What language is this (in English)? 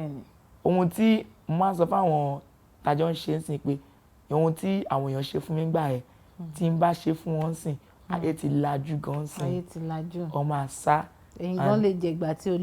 Yoruba